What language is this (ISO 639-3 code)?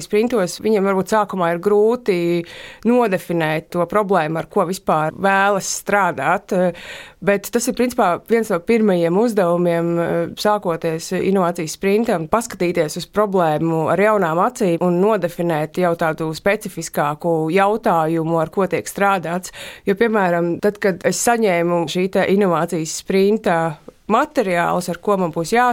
lav